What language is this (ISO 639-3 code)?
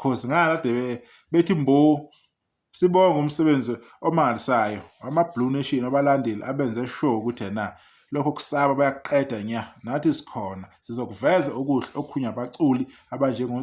zul